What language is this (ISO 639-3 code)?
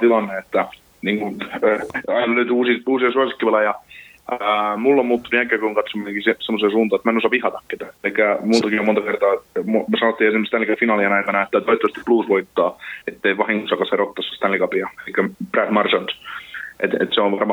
fin